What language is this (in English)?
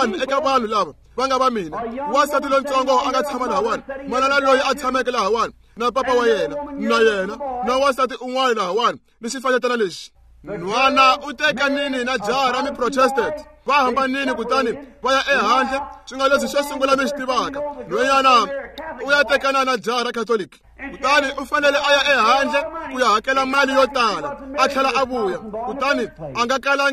Tsonga